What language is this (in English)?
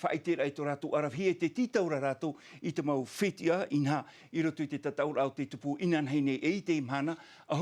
Tahitian